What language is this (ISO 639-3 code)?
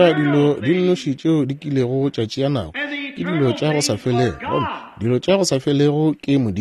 nso